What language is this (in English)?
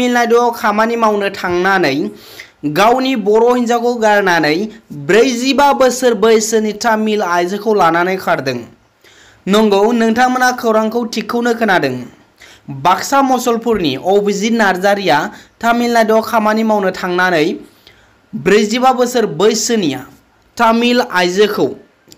Bodo